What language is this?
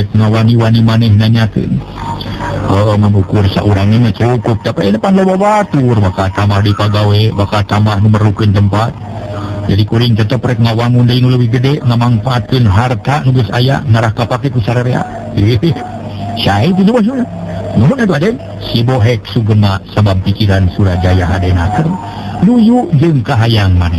Sundanese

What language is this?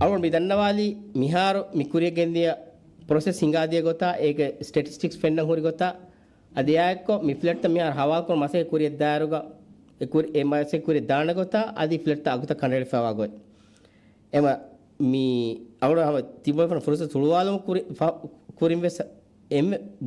Divehi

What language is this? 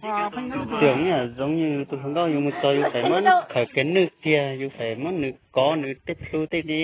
Hmong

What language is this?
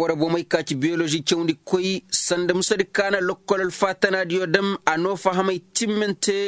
Zarma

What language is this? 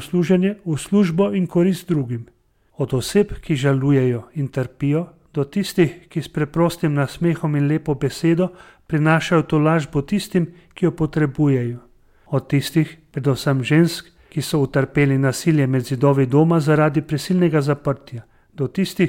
Slovenian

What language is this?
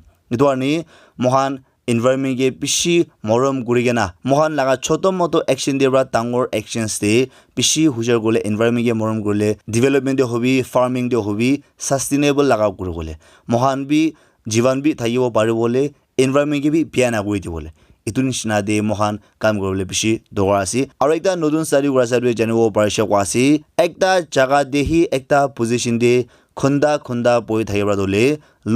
Naga Pidgin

